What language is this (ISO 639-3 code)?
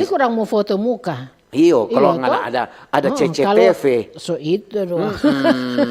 xmm